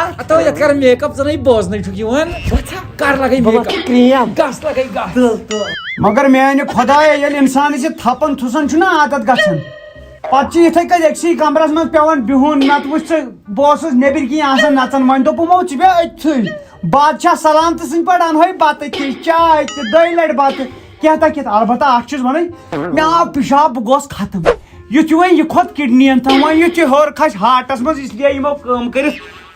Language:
Kashmiri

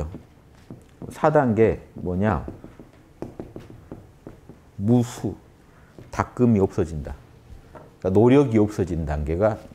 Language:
Korean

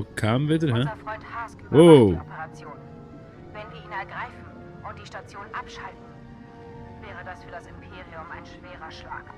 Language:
Swiss German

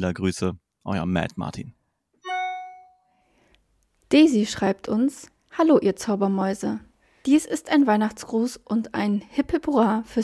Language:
German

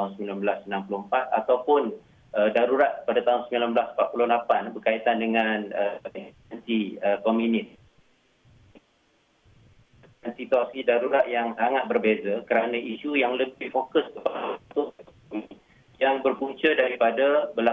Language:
Malay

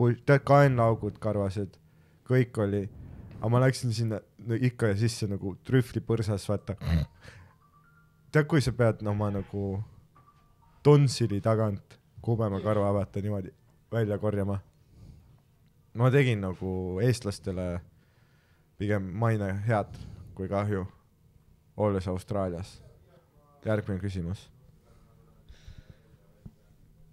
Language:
Estonian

